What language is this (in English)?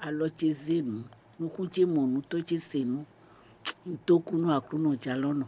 Fon